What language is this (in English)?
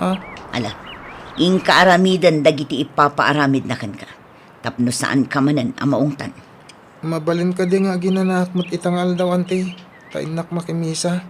Iloko